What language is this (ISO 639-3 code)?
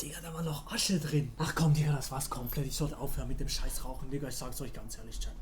gsw